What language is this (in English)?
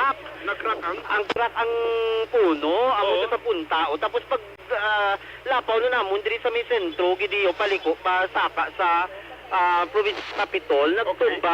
Hiligaynon